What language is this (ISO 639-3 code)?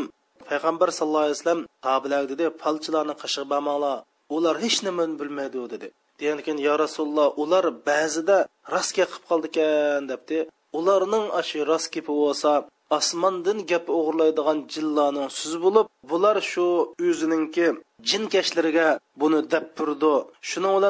uig